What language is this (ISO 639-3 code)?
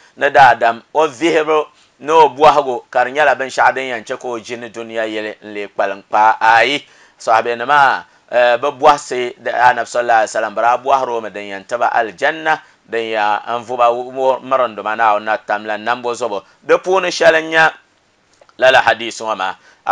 dag